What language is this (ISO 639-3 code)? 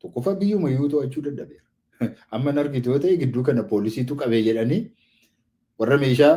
orm